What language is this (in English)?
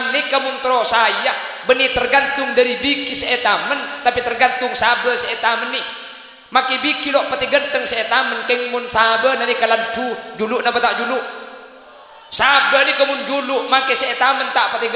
Madurese